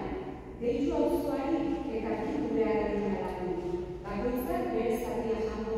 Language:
Basque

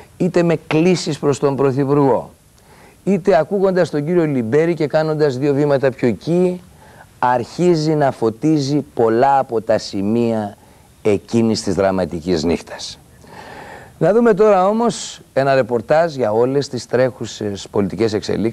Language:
Greek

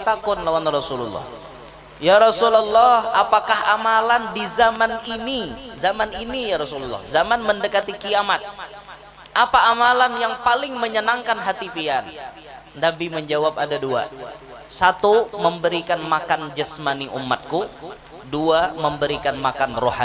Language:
Banjar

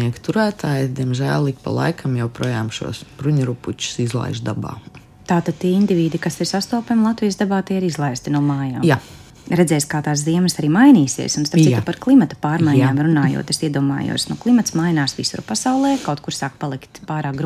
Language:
Latvian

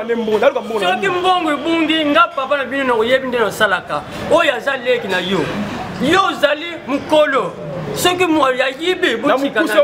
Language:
Lingala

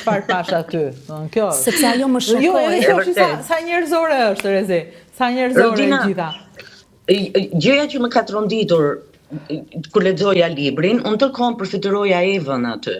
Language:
Albanian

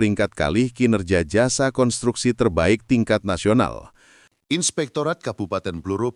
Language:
Javanese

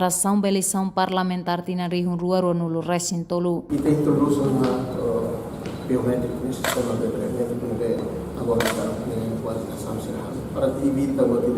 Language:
Tetum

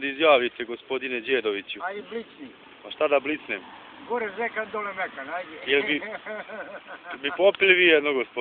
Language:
Bosnian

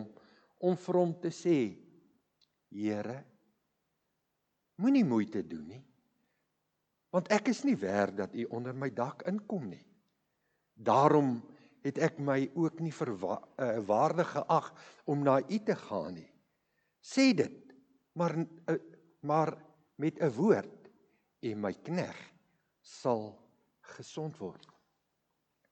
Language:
Afrikaans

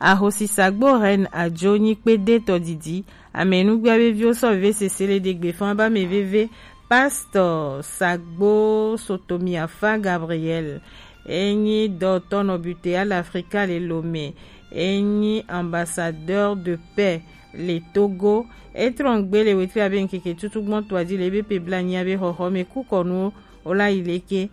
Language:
Gen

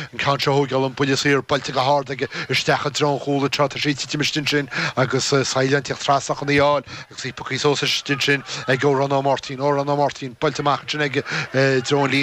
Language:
Irish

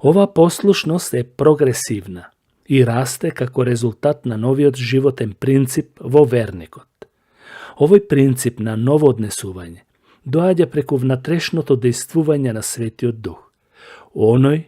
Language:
Macedonian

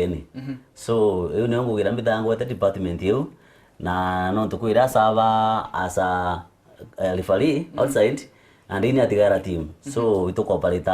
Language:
Meru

